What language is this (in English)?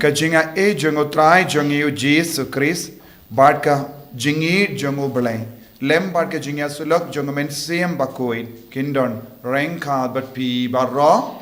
Khasi